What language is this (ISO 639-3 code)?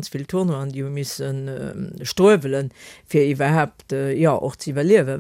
ltz